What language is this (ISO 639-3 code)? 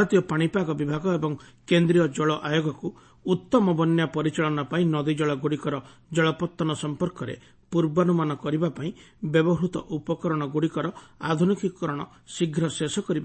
ori